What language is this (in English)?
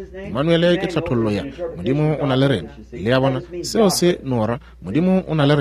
Northern Sotho